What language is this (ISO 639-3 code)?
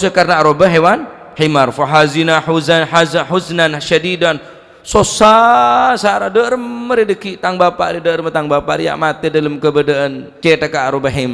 mad